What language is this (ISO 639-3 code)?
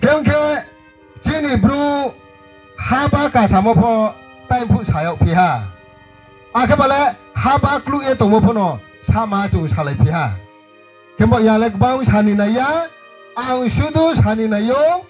ria